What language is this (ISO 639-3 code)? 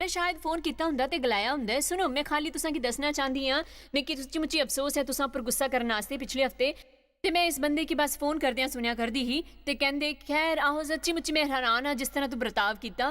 doi